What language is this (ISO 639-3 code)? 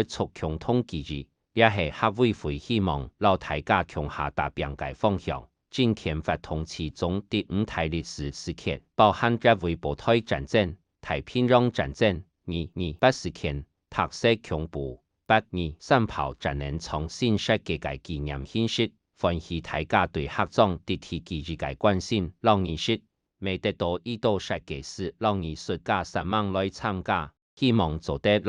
hak